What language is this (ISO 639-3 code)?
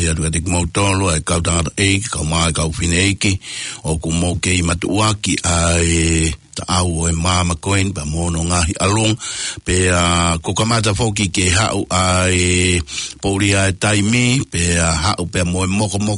ton